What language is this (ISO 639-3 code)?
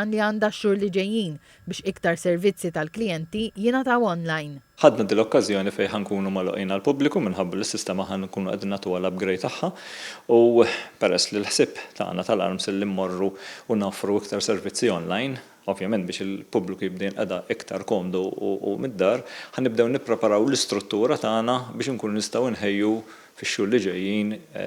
mlt